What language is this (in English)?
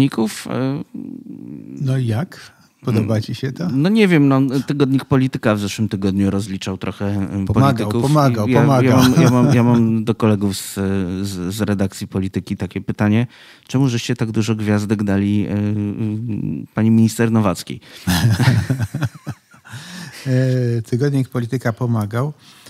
Polish